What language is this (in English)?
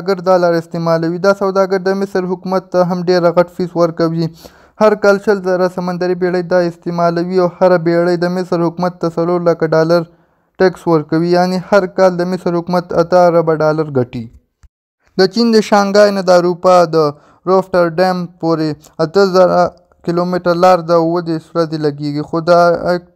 Pashto